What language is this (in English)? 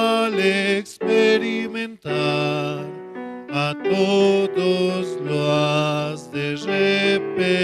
Aymara